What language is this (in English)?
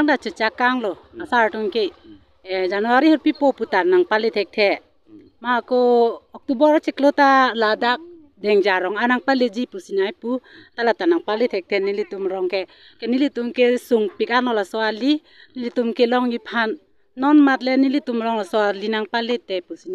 Karbi